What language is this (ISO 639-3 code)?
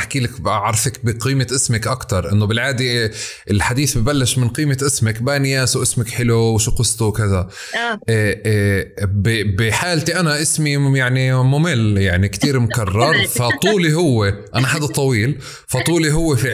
apc